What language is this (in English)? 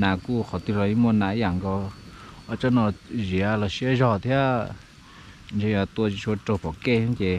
Hmong